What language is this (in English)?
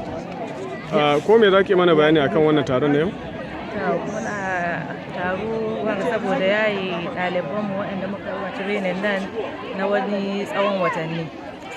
Hausa